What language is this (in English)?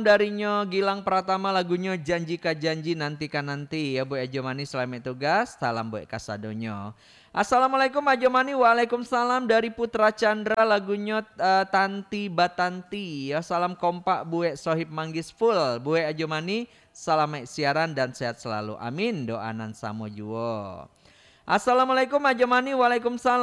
Minangkabau